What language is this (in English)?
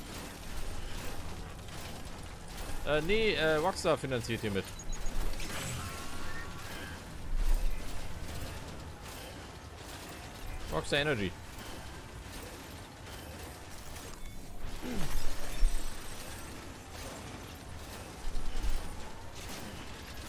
German